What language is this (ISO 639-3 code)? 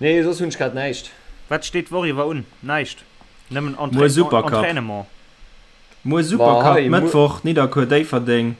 ltz